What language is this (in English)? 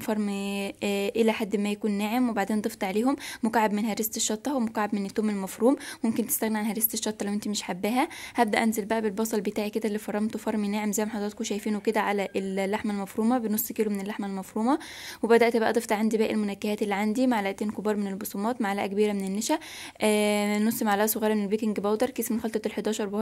Egyptian Arabic